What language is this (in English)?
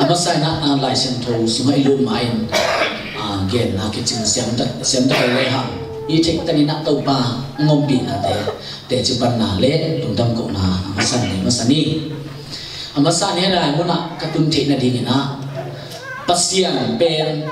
Tedim Chin